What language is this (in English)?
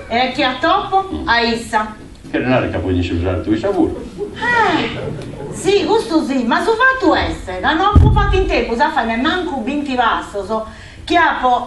Sardinian